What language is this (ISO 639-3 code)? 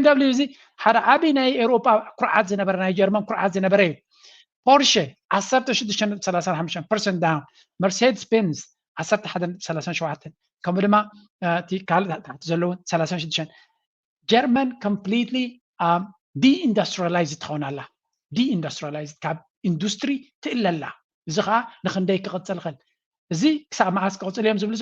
tir